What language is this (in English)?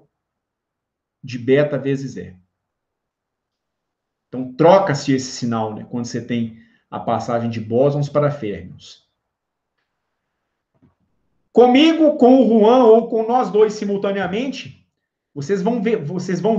Portuguese